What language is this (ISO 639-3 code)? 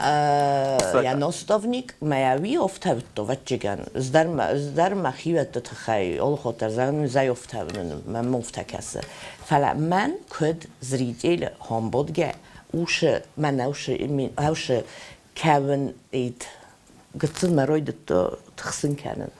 oss